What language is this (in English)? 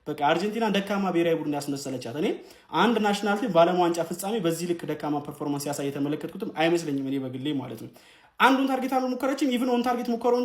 Amharic